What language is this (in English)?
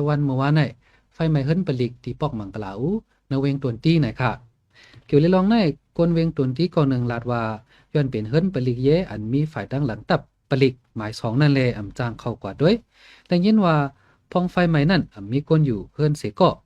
Shan